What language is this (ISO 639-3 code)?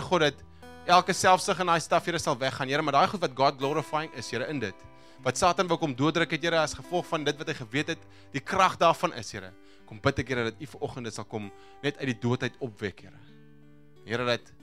afr